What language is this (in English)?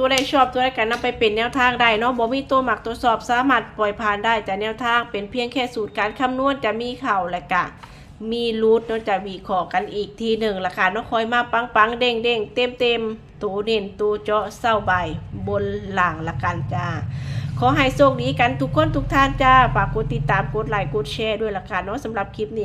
Northeastern Thai